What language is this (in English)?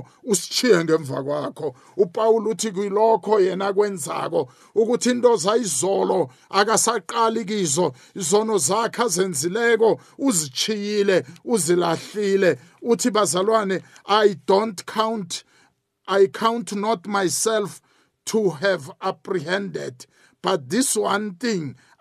South Ndebele